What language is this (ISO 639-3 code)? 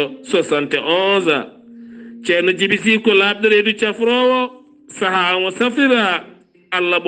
ful